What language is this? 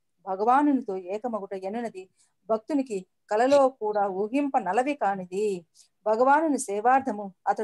Telugu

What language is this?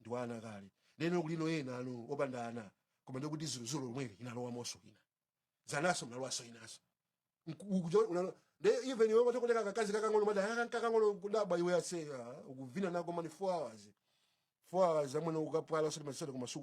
Nyanja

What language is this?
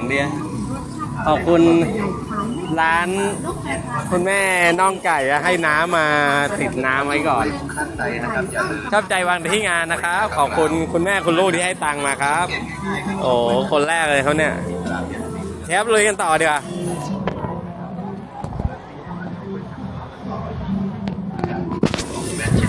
Thai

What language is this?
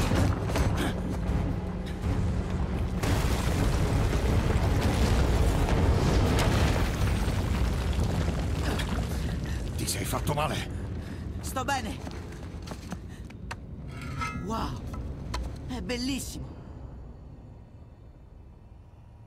Italian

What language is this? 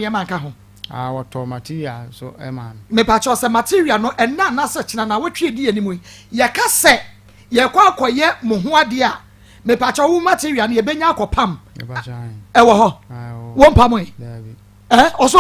Akan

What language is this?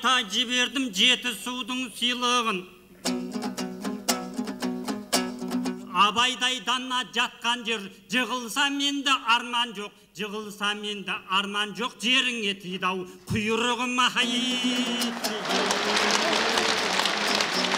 Kazakh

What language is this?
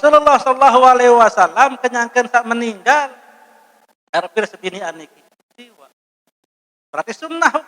Sasak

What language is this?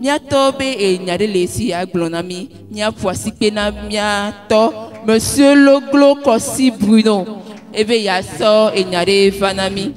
Ewe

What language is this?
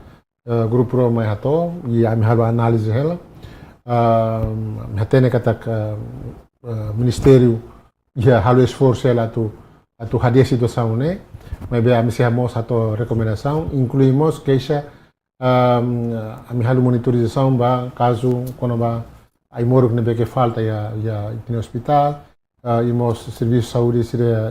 Tetum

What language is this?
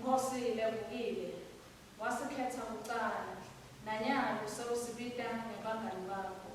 Swati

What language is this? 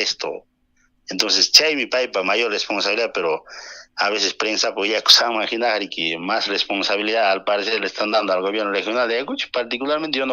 Ayacucho Quechua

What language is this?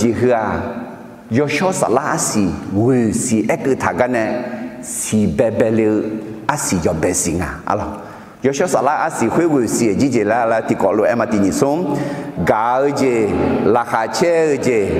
Akha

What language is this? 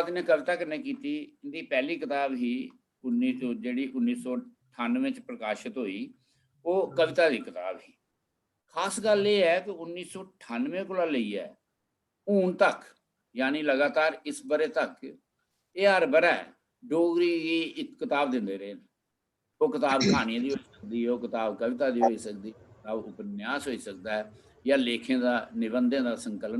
Dogri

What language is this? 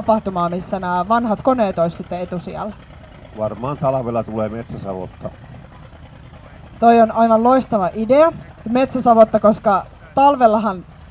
Finnish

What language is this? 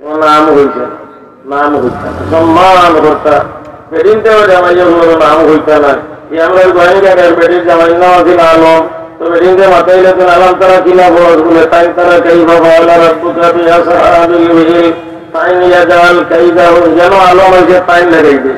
Sylheti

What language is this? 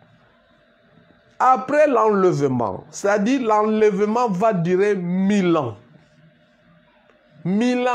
French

